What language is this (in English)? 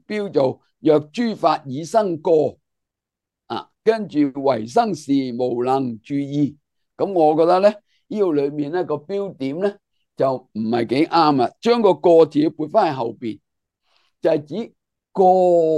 Cantonese